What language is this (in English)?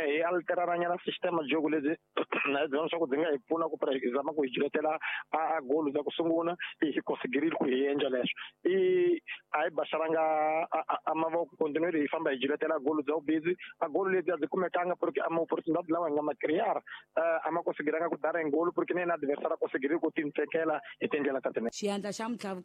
Tsonga